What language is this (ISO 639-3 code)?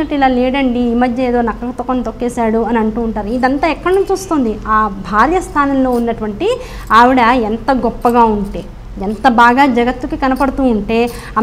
tel